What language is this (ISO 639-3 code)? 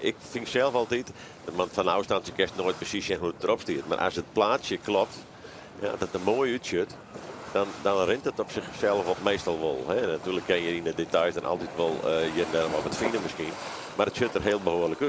fry